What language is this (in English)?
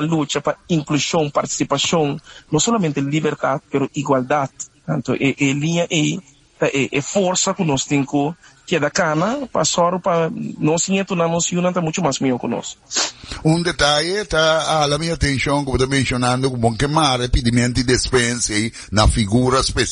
Papiamento